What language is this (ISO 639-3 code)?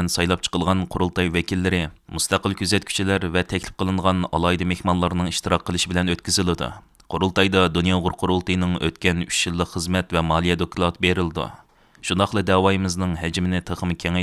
uig